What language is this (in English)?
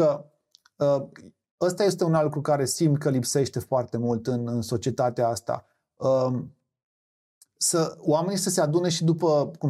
Romanian